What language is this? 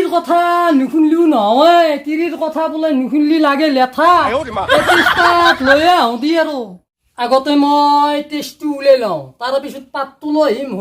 Assamese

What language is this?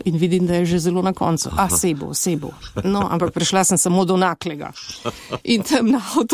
Slovenian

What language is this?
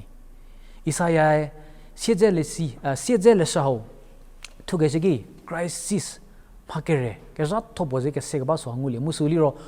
Angami Naga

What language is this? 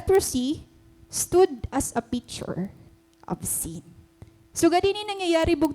Waray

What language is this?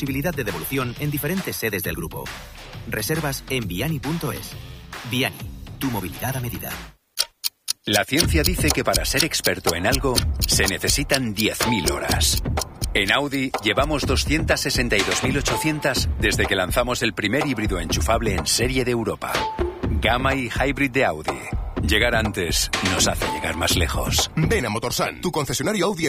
Spanish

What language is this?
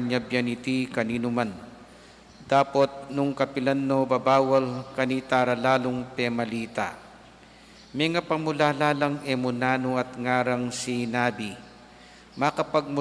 Pampanga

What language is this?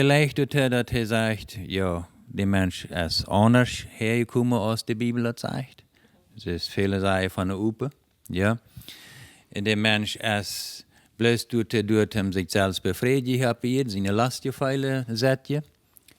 Plautdietsch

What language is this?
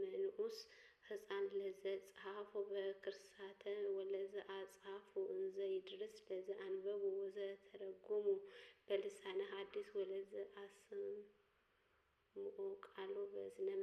Amharic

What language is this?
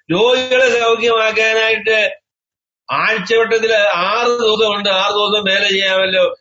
Malayalam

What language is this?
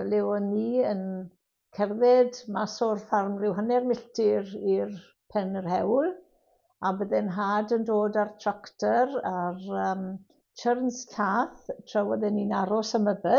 Welsh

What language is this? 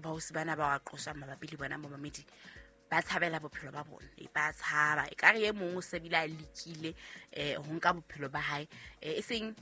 Southern Sotho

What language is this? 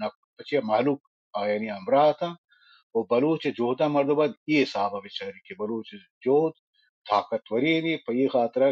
Baluchi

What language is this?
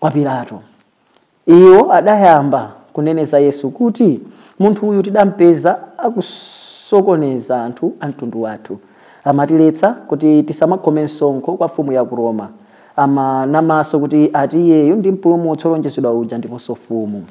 Nyanja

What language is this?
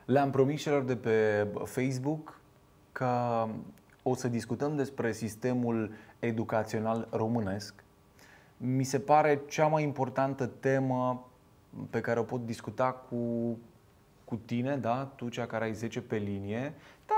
Romanian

